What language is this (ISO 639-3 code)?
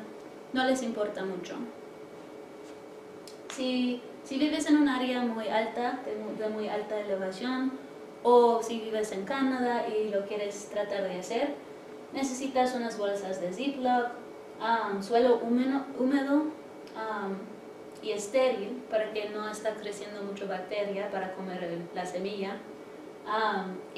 spa